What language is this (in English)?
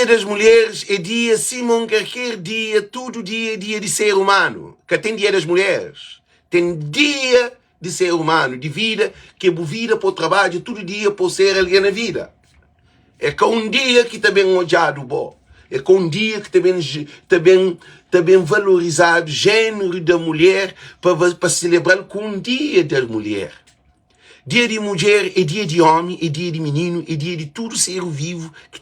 Kabuverdianu